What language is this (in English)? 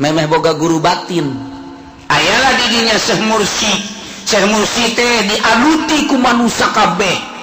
Sundanese